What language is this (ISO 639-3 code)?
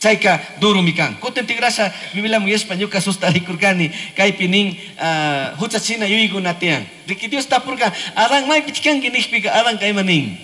qug